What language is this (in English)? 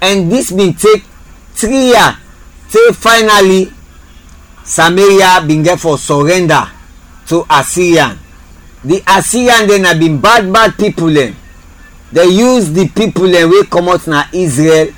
Krio